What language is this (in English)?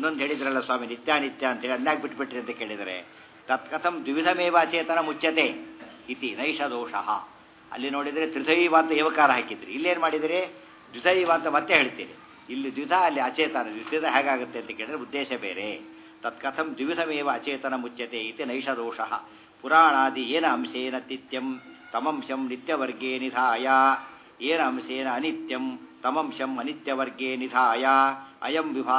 Kannada